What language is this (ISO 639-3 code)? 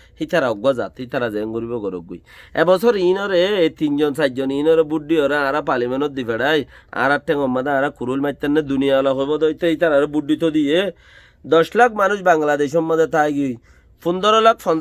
rhg